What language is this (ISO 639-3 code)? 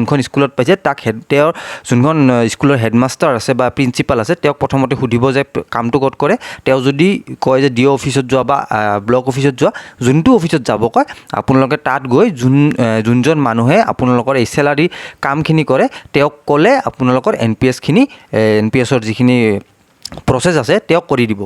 asm